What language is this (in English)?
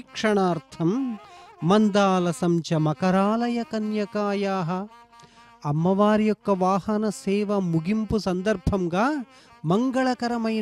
Telugu